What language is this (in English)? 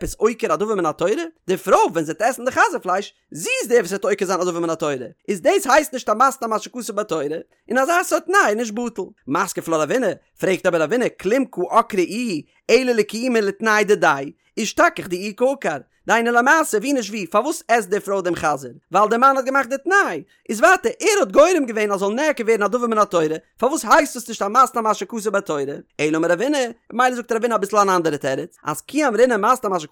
Yiddish